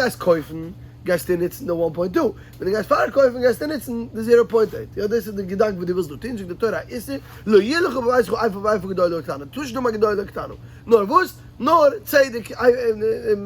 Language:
Yiddish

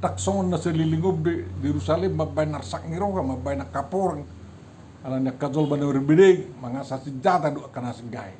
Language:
Batak Toba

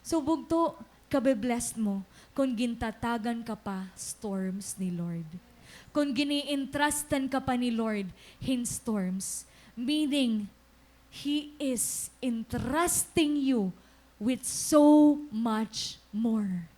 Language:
Waray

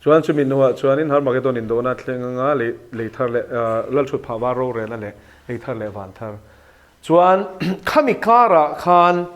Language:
Mizo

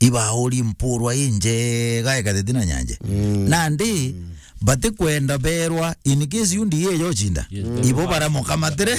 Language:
Meru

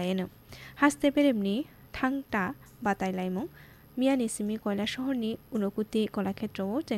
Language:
Kok Borok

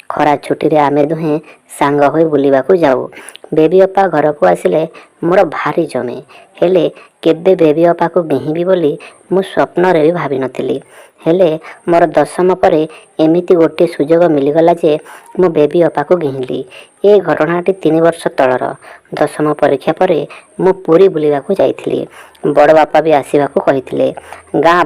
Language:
Odia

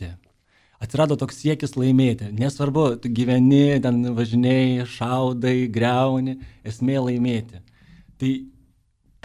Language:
Lithuanian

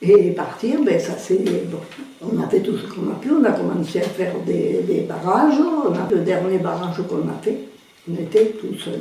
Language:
Occitan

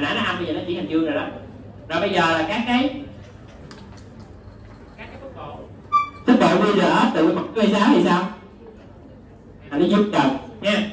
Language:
Vietnamese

